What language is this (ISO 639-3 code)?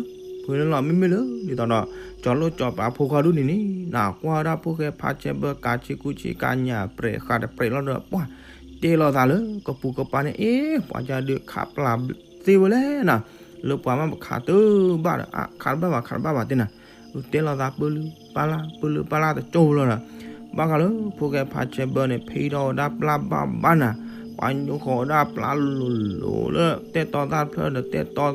ksw